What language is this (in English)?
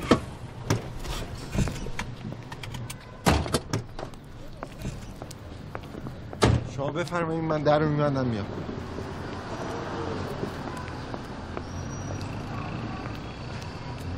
Persian